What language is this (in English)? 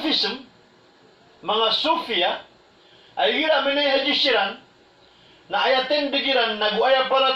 Maranao